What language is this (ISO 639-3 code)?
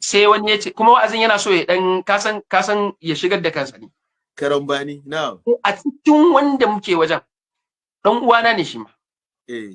hau